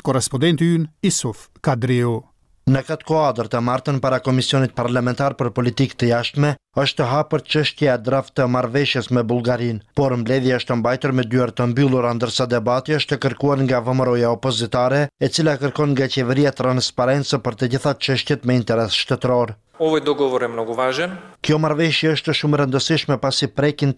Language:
Albanian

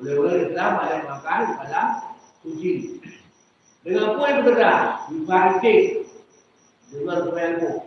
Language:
Achinese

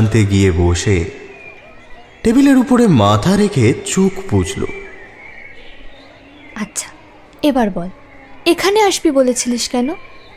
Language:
Bangla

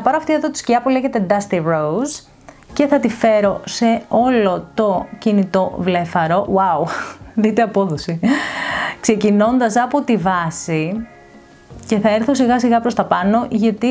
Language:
Greek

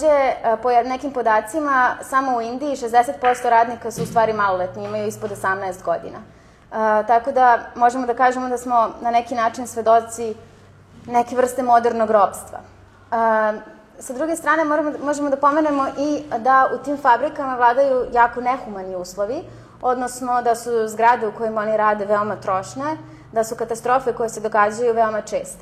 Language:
Serbian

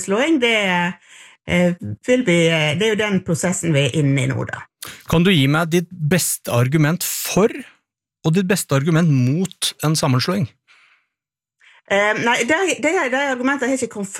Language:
Norwegian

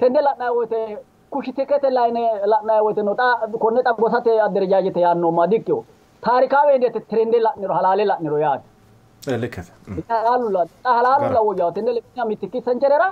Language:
Sidamo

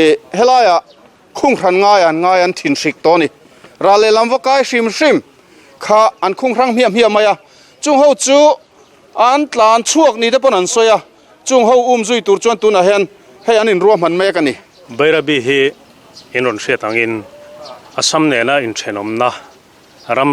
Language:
Mizo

